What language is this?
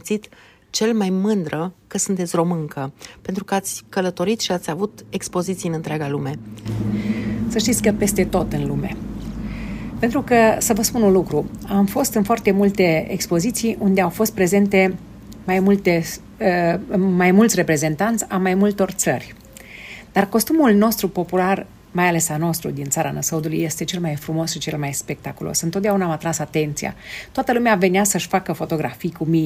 Romanian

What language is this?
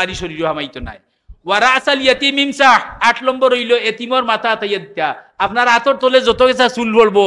Sylheti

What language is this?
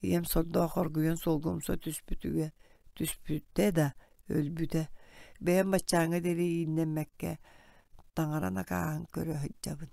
Yakut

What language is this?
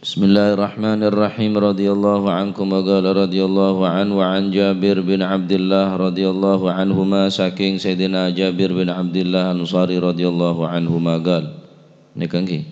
Madurese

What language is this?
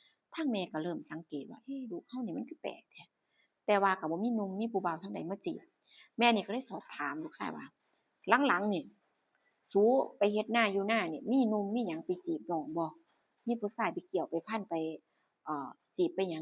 Northeastern Thai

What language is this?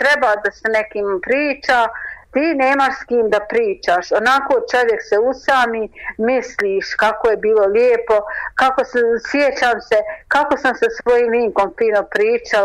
Croatian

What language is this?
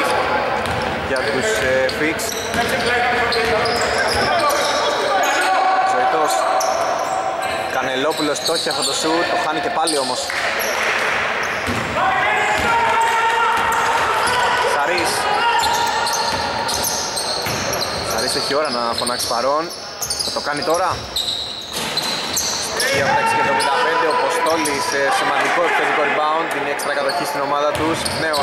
Greek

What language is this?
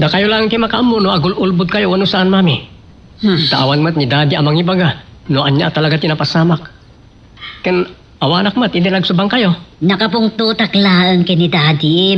Iloko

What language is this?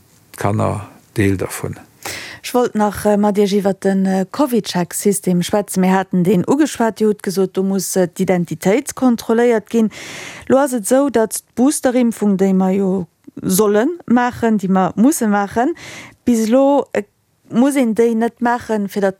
Luxembourgish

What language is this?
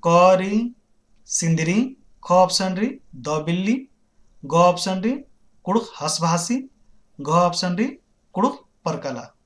Kurukh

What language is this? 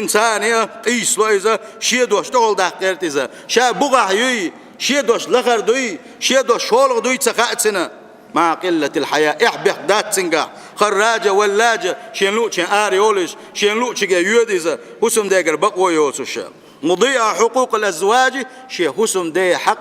Chechen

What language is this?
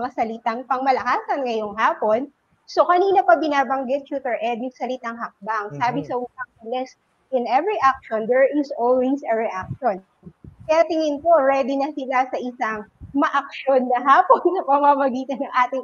Filipino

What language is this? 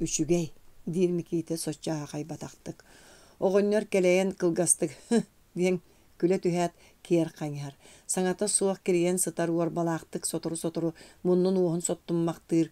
Yakut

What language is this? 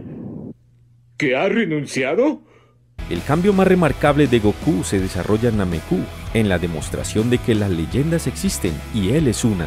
Spanish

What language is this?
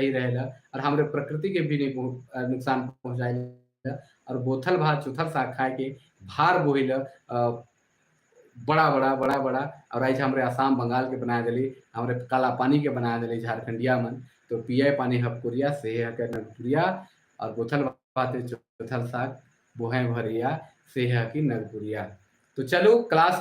Sadri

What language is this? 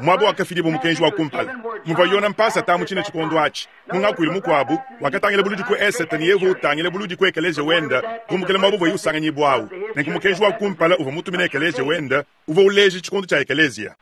Luba-Lulua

